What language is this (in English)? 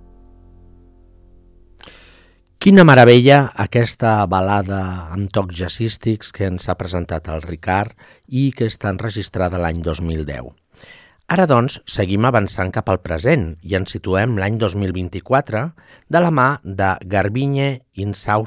Catalan